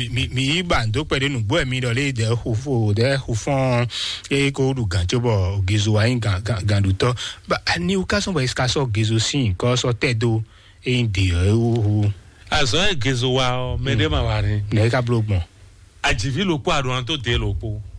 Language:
Fon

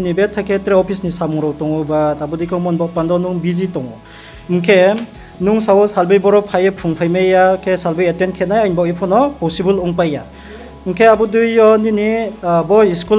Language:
Riang (India)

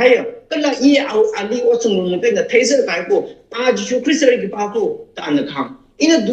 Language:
Tangkhul Naga (India)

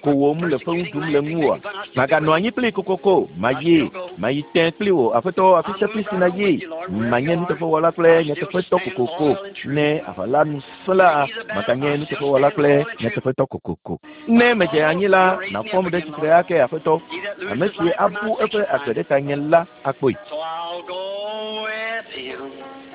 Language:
Ewe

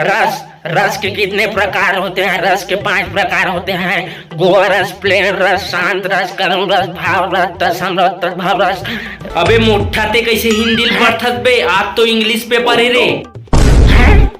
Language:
Chhattisgarhi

